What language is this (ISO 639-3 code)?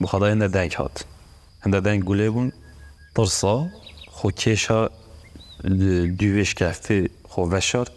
kur